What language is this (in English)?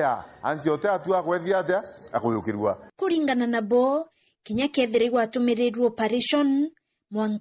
Meru